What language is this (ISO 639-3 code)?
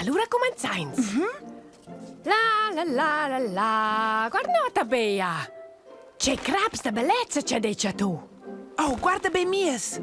roh